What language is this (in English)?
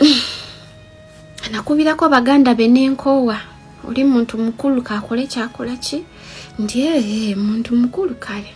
Ganda